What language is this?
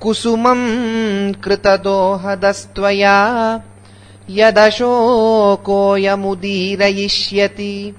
Sanskrit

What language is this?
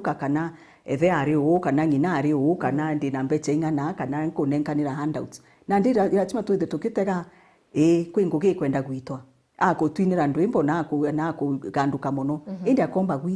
Meru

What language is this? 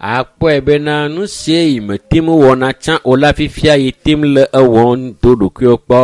Ewe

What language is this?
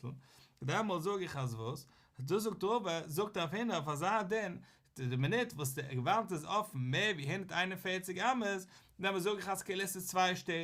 Yiddish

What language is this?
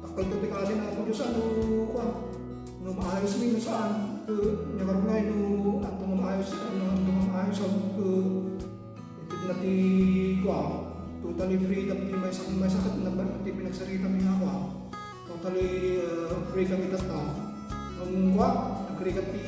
Iloko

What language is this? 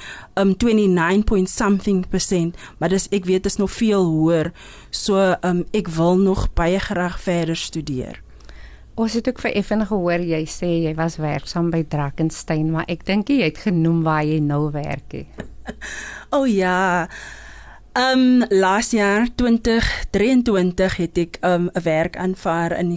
Afrikaans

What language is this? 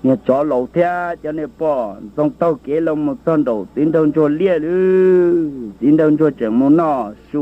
Hmong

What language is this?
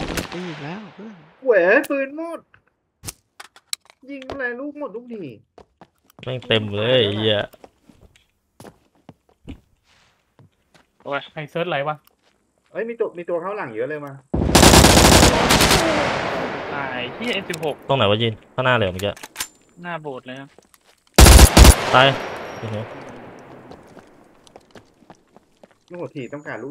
Thai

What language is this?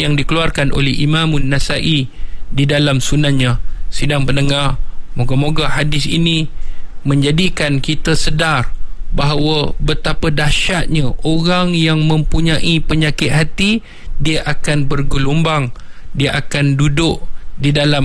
Malay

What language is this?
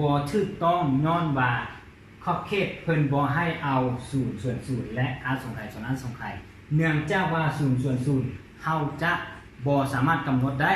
Lao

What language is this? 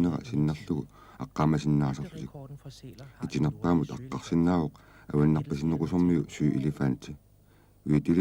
Kalaallisut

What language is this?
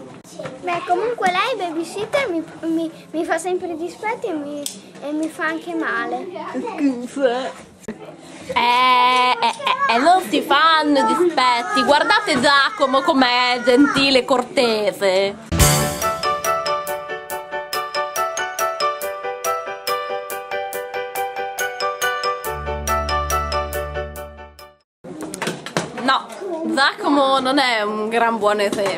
Italian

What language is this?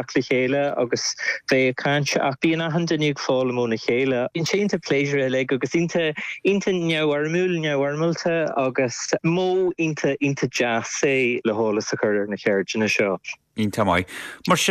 Irish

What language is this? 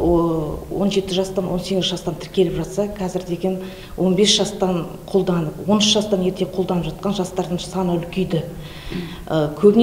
Kazakh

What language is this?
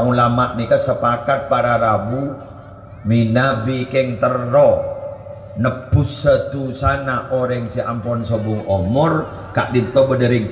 Madurese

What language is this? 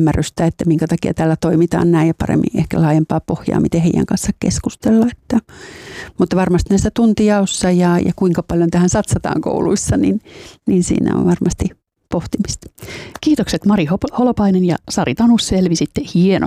Finnish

